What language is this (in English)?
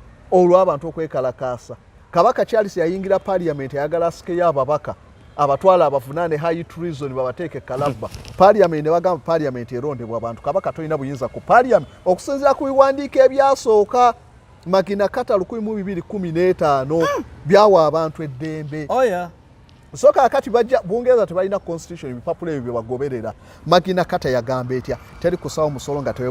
Ganda